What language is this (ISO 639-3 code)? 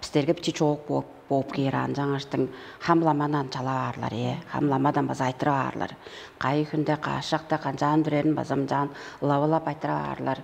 tyv